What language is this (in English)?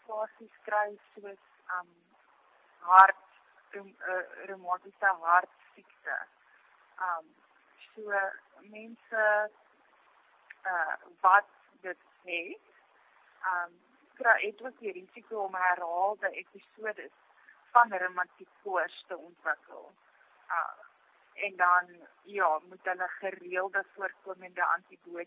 Afrikaans